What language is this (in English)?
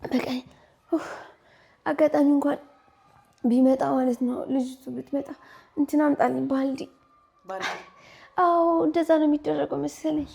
Amharic